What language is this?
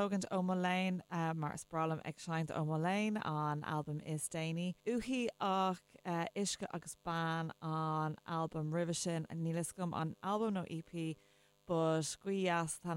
Irish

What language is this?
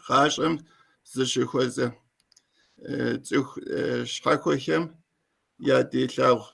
Kabardian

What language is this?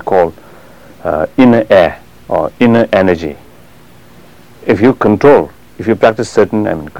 English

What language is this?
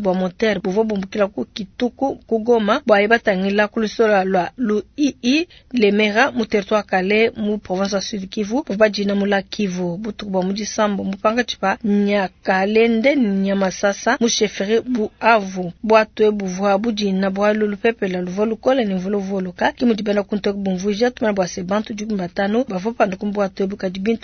Luba-Lulua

